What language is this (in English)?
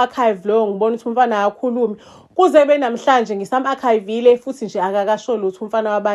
Zulu